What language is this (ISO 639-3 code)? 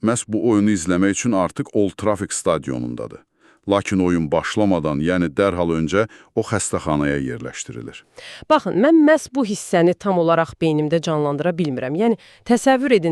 aze